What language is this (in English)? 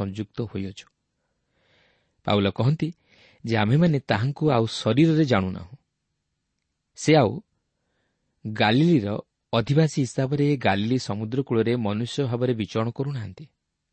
Odia